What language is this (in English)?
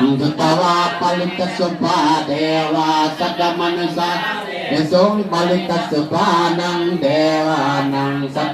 Pali